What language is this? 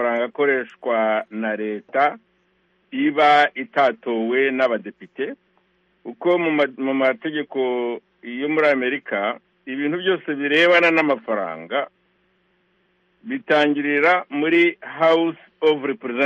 Kinyarwanda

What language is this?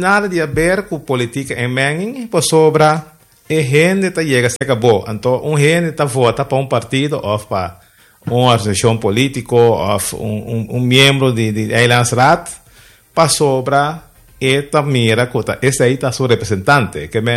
Papiamento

